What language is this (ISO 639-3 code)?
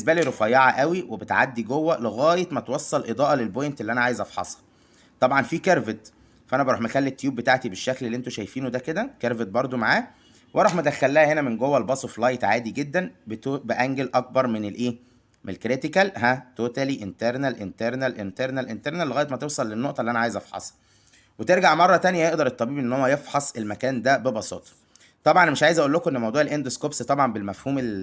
arz